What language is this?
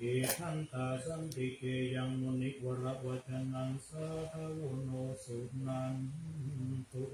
Pali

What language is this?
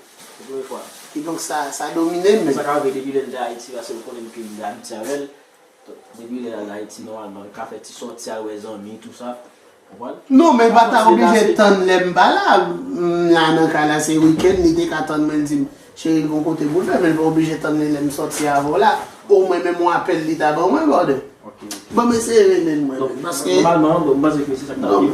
Haitian Creole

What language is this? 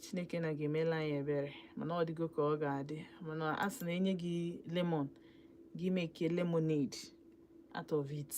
Igbo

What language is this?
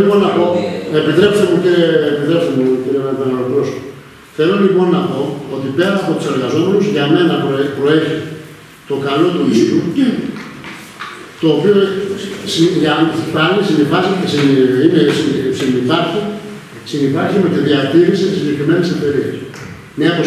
Greek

